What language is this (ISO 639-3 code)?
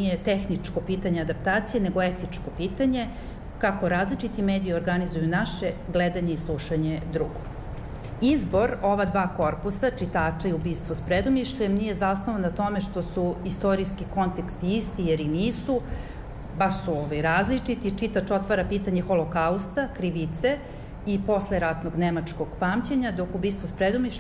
srp